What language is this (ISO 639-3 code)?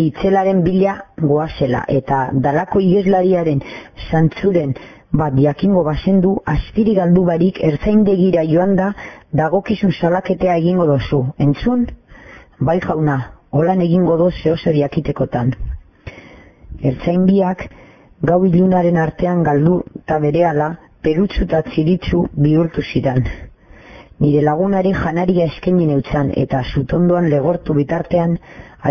eus